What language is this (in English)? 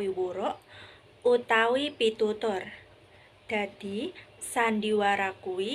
Javanese